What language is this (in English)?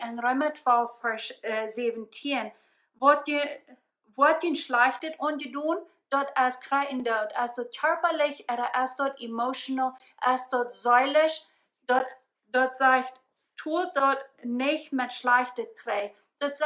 Plautdietsch